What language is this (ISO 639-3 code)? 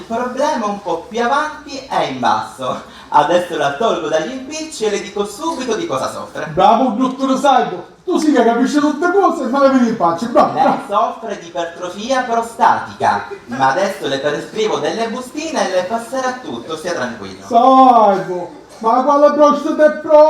scn